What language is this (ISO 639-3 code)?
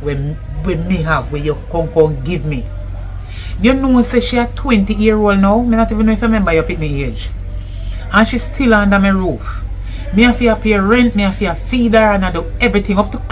jam